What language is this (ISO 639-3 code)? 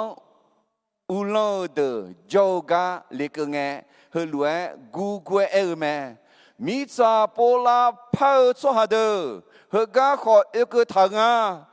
ahk